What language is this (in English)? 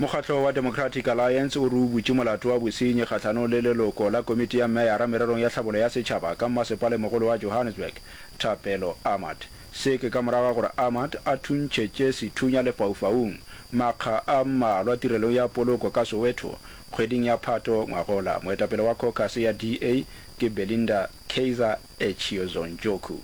Northern Sotho